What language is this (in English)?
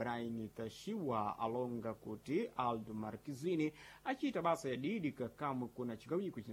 Sena